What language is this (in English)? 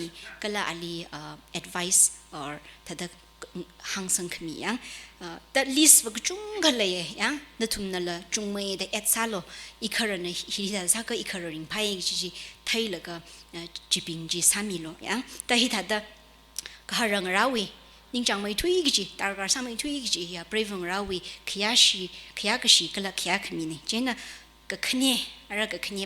Tangkhul Naga (India)